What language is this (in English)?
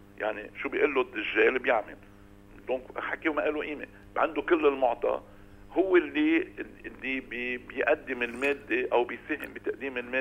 North Levantine Arabic